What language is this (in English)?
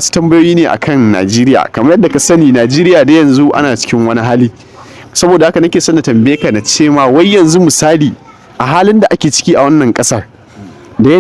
Hausa